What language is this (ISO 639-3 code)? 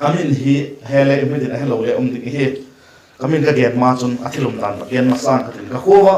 vap